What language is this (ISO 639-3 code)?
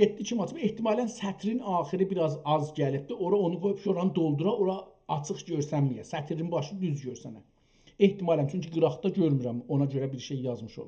azb